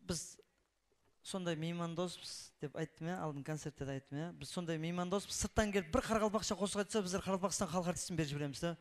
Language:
Kara-Kalpak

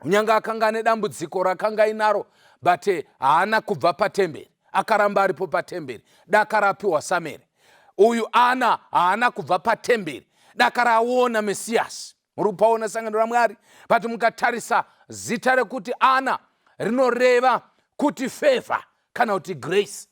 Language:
Shona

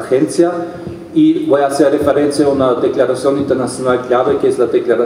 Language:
Spanish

